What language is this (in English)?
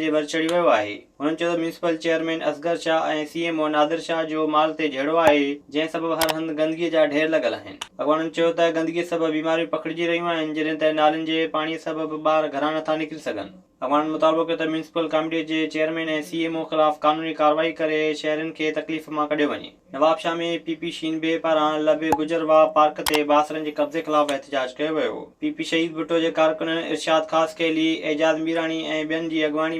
Sindhi